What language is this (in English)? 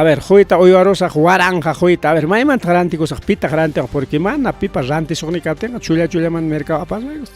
Ayacucho Quechua